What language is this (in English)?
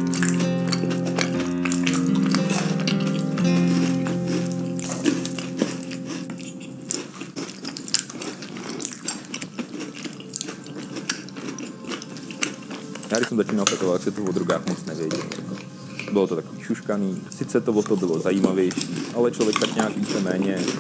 Czech